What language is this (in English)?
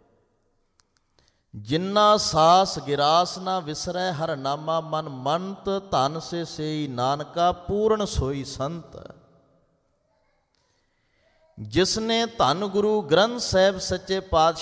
Punjabi